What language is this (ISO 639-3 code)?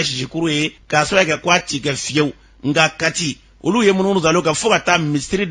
bam